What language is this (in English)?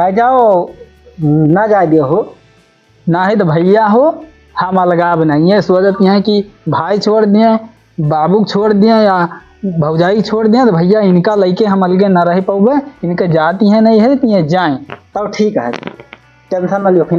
Awadhi